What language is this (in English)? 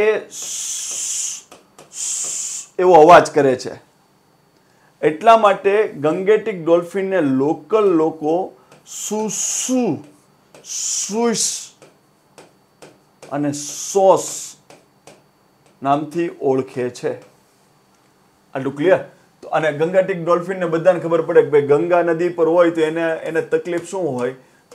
Gujarati